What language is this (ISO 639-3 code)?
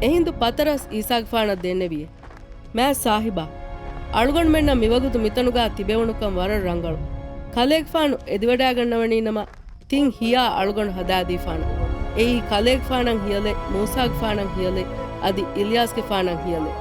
div